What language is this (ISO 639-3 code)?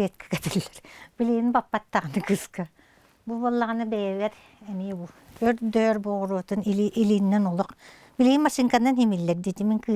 sah